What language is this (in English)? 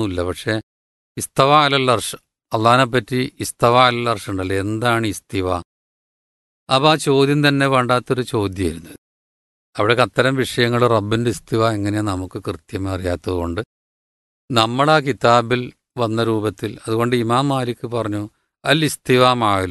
Malayalam